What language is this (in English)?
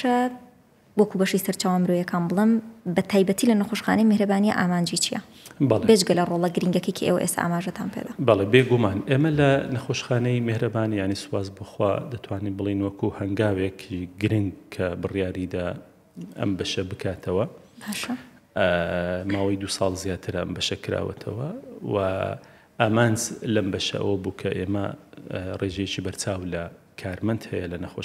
Central Kurdish